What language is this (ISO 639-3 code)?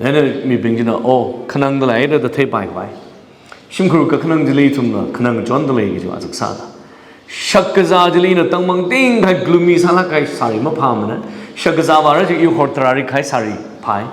nmf